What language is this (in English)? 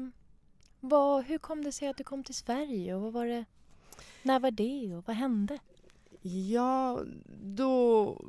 Swedish